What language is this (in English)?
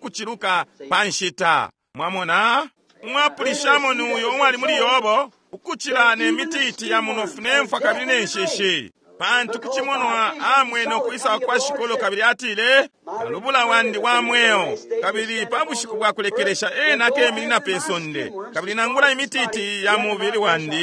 Bemba